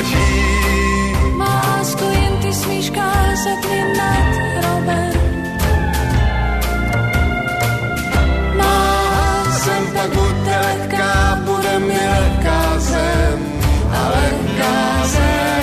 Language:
Czech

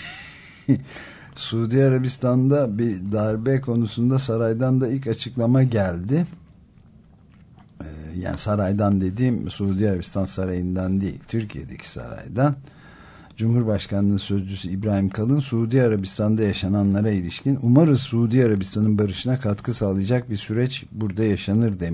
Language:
Turkish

